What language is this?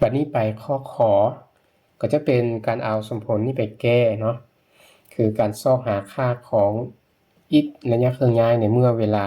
Lao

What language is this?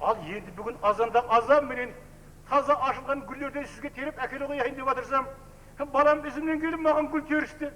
Kara-Kalpak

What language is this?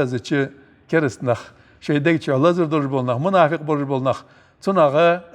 Ingush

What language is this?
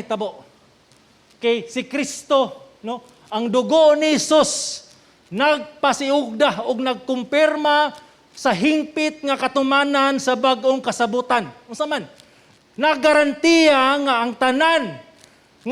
Cebuano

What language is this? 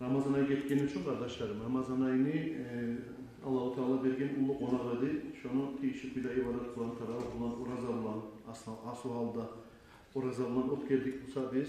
Kumyk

